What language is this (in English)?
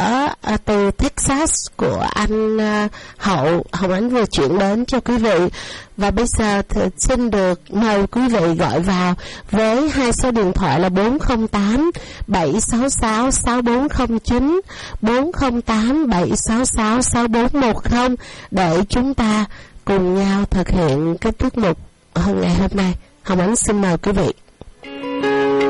Vietnamese